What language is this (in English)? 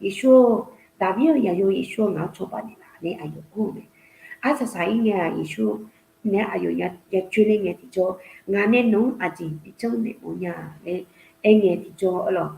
Akha